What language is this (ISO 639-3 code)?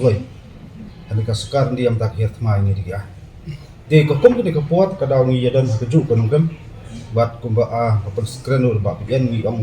kha